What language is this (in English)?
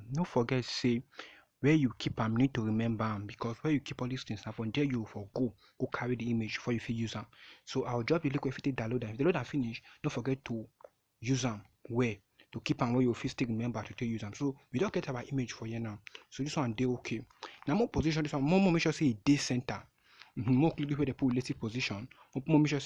Nigerian Pidgin